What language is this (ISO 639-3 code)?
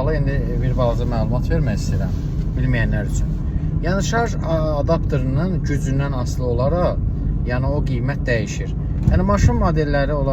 aze